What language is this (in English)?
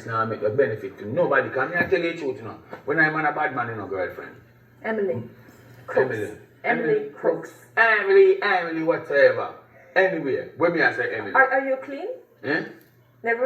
Jamaican Creole English